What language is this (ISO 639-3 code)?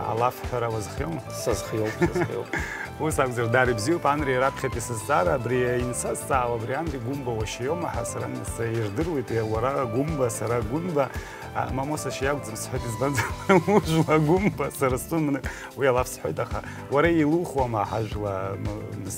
abk